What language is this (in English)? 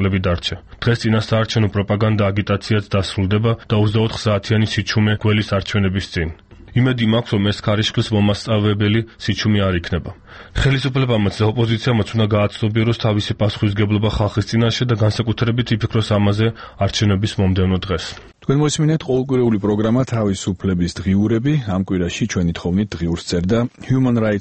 Georgian